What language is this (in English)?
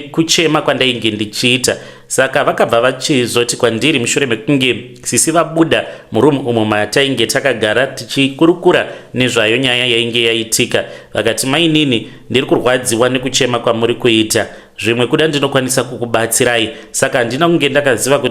Shona